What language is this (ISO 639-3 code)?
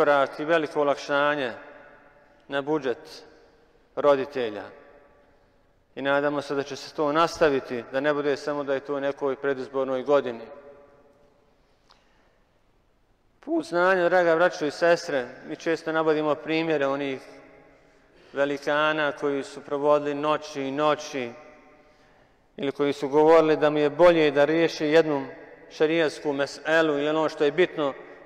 bos